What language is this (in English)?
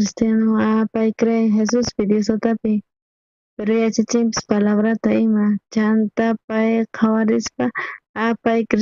South Bolivian Quechua